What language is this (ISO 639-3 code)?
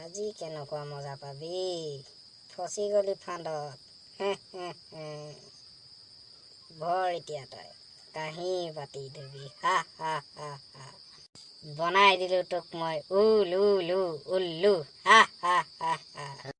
asm